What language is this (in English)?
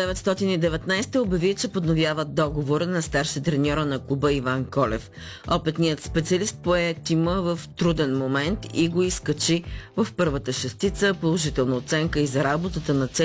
Bulgarian